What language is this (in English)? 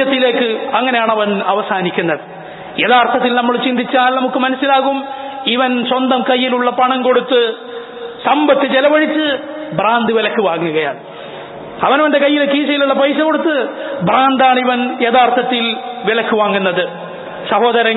Malayalam